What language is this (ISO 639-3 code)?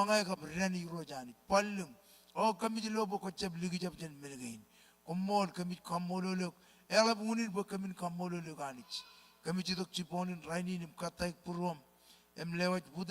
mah